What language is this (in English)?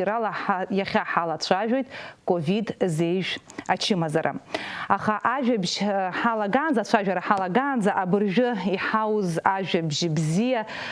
Abkhazian